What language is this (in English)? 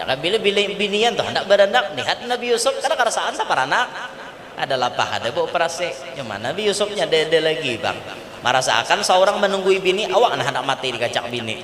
Banjar